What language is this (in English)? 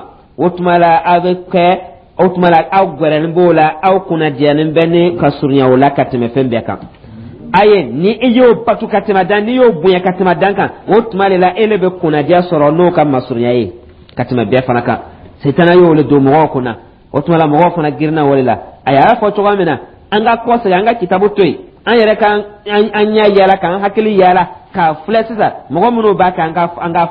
Dyula